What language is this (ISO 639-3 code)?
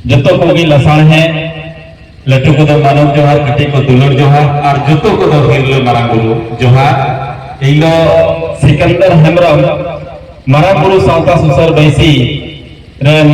sat